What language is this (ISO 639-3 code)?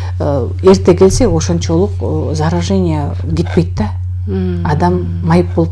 kir